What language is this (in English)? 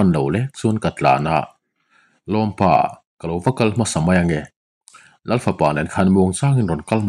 Mizo